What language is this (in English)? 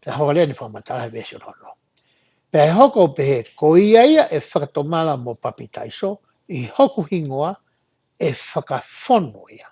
Tongan